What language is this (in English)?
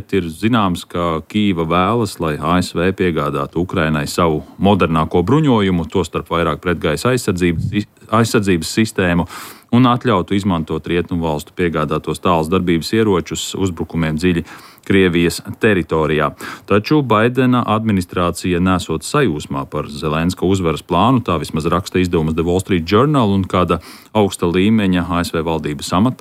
Latvian